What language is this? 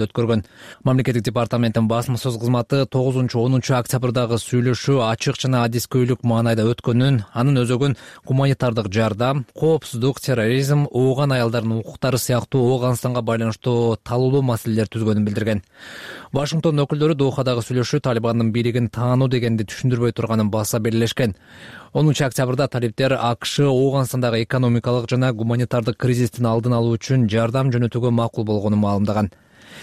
Kyrgyz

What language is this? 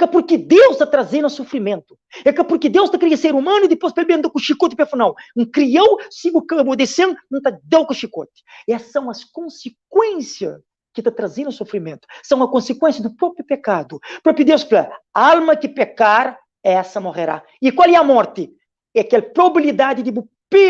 Kabuverdianu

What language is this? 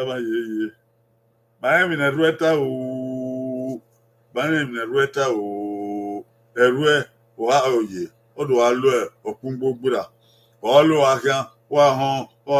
Bini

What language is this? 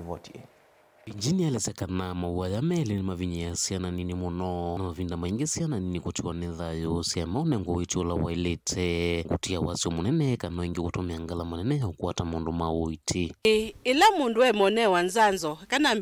Kamba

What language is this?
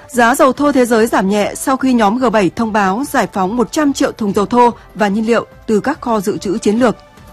Vietnamese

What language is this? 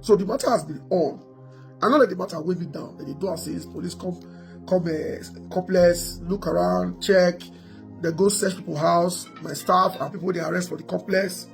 Nigerian Pidgin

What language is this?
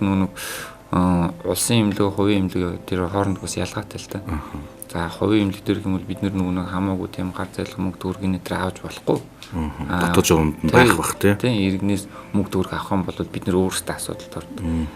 Mongolian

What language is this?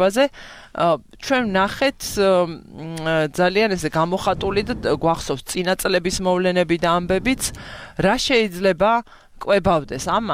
Georgian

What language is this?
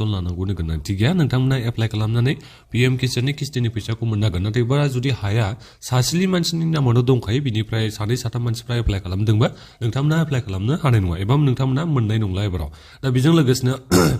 Bodo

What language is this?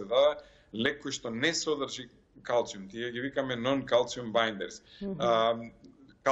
Macedonian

